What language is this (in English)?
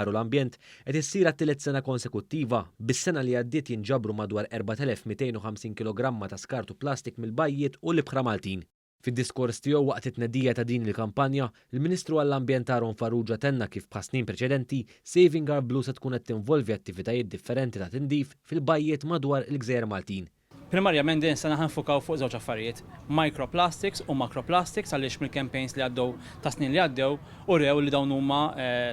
Maltese